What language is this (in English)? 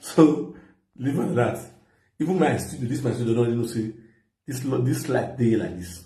Nigerian Pidgin